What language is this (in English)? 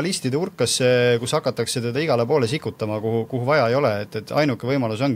Estonian